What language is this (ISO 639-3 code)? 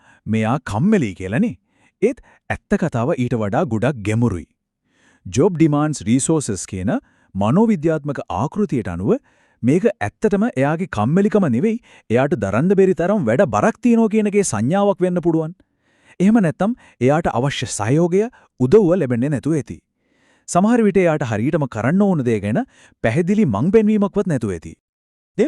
sin